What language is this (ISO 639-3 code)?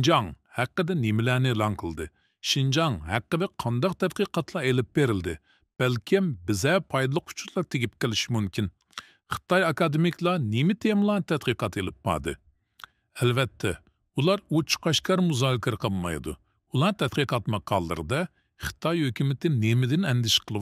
uig